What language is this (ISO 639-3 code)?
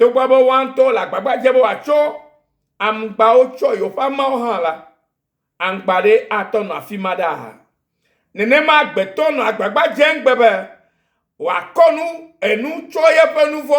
ewe